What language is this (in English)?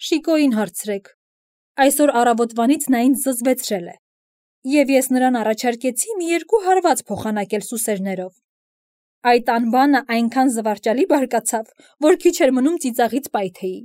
Armenian